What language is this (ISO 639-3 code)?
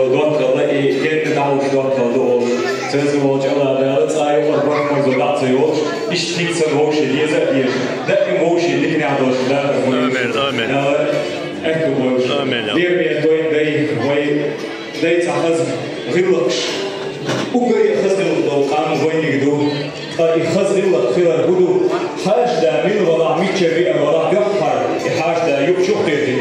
che